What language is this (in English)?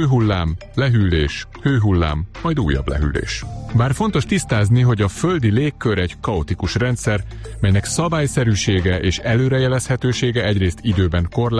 Hungarian